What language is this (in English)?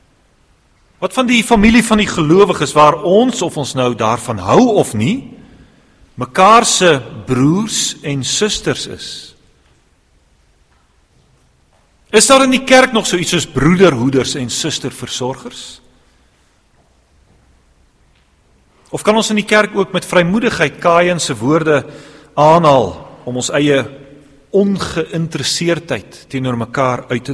Afrikaans